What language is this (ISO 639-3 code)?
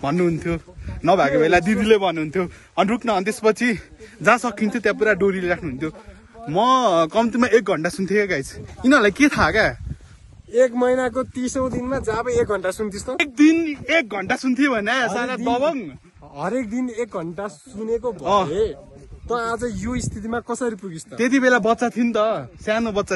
nep